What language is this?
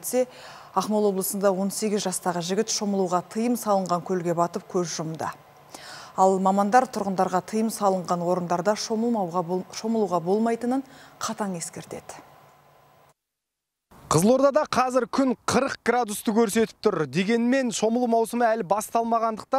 Kazakh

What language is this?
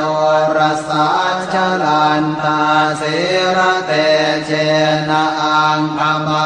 Pali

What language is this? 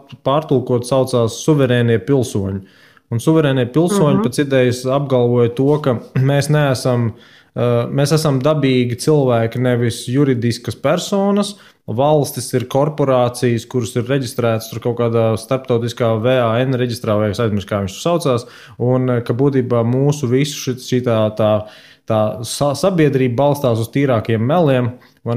Latvian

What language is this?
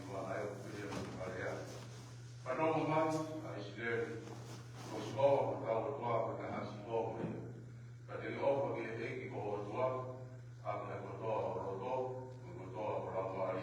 Tongan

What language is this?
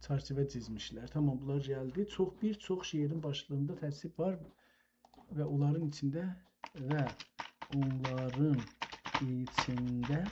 South Azerbaijani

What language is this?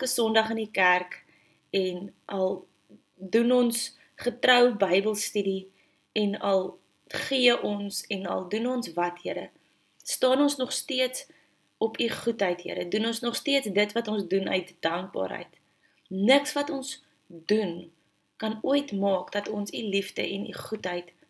Afrikaans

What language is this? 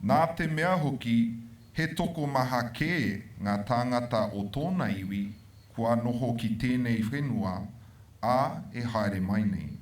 Māori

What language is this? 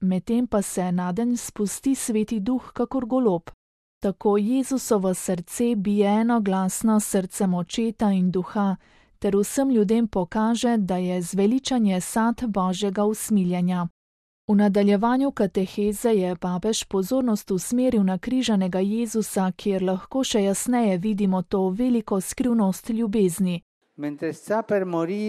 Slovenian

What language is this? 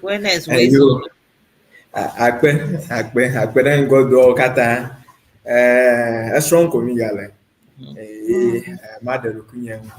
Ewe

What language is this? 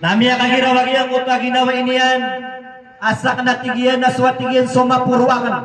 Maranao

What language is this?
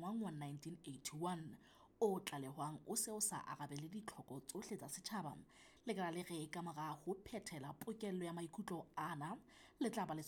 Southern Sotho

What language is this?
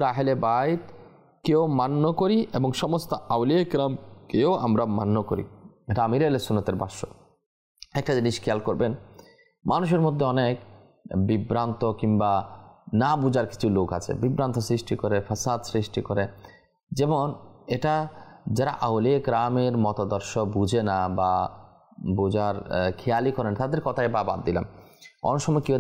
Bangla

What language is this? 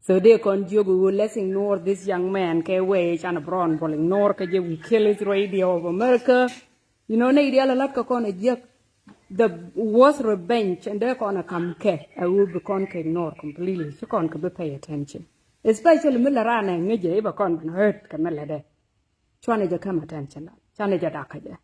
Nuer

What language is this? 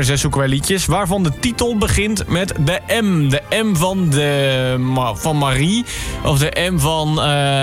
Dutch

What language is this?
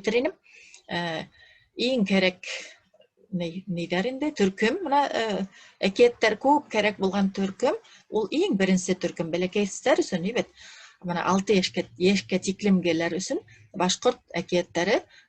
Bashkir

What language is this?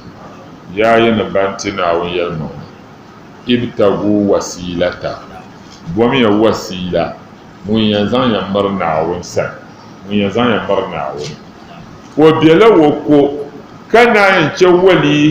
Dagbani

